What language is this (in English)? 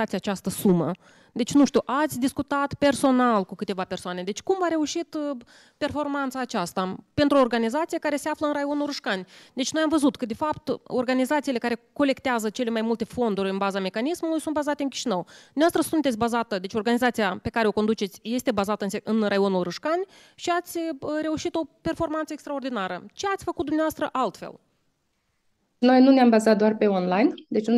Romanian